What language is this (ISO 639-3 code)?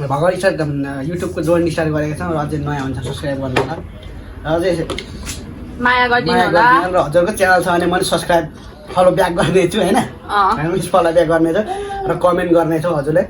nep